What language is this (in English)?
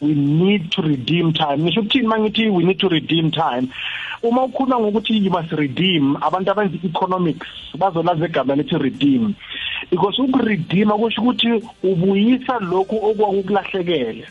South Ndebele